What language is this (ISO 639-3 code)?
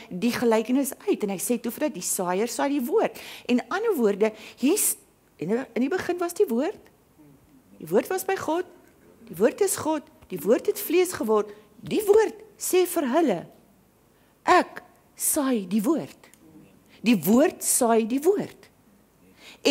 afr